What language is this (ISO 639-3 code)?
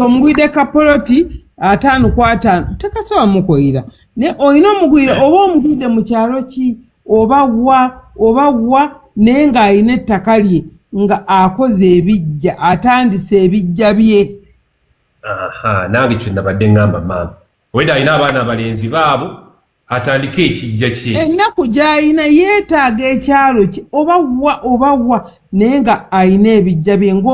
lug